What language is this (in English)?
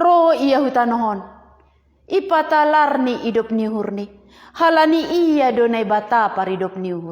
Batak Simalungun